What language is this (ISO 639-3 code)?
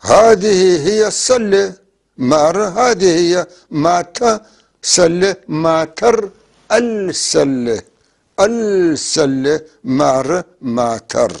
apc